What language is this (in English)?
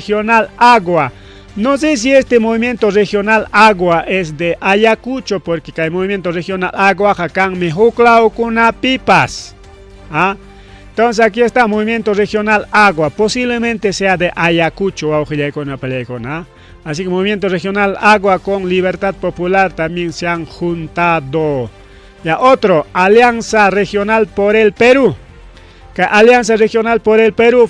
Ayacucho Quechua